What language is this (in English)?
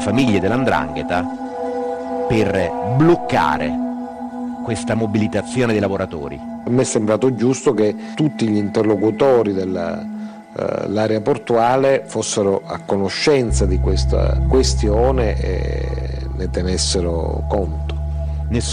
Italian